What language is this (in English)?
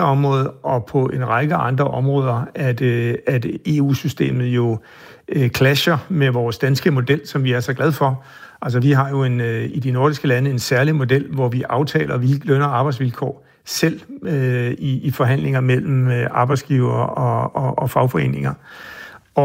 Danish